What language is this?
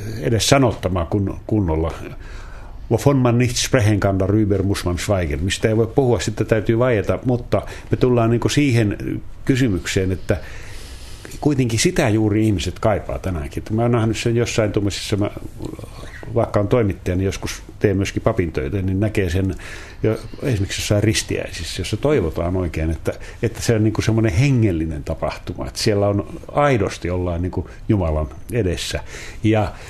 Finnish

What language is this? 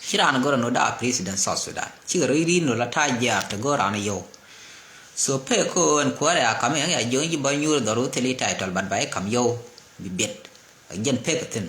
Nuer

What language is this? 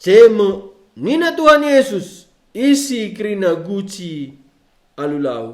Batak Karo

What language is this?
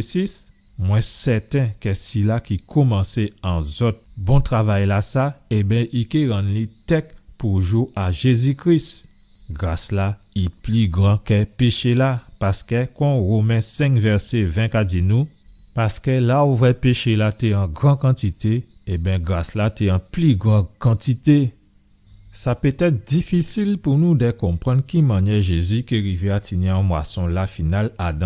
Guadeloupean Creole French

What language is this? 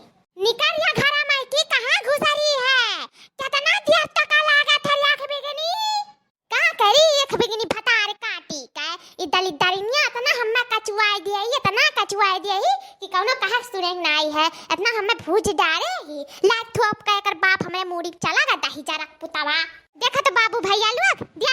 Awadhi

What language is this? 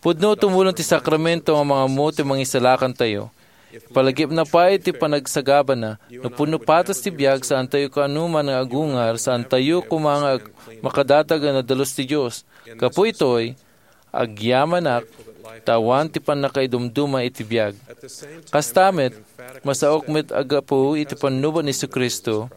Iloko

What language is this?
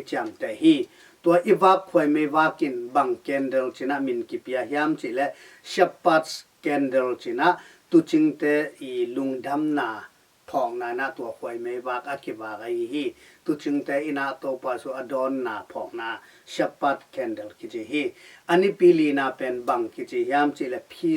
Tedim Chin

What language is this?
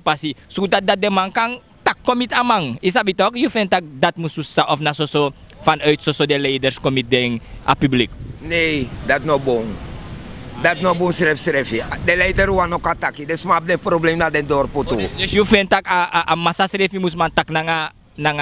Sranan Tongo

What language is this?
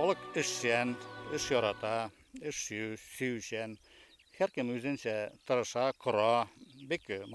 Bashkir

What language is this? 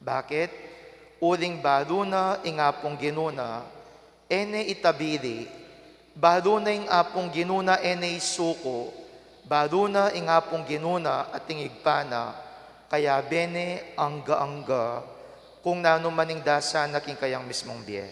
Pampanga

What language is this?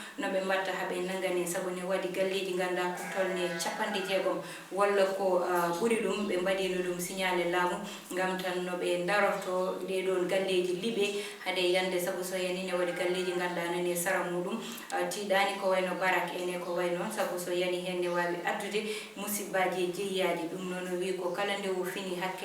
Fula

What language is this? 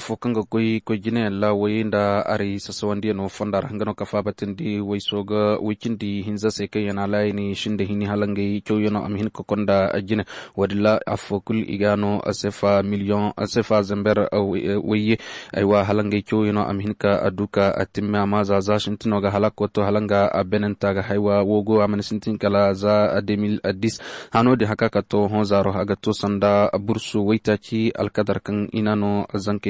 Koyraboro Senni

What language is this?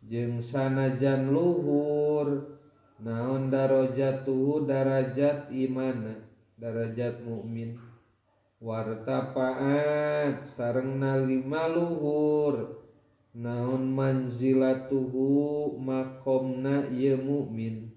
Sundanese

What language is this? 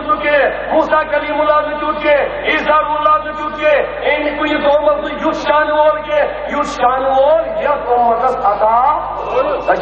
Kashmiri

